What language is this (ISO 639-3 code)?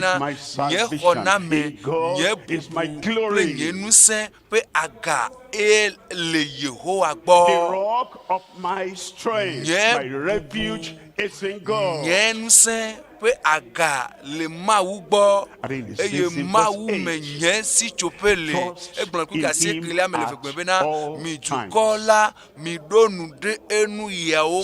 ewe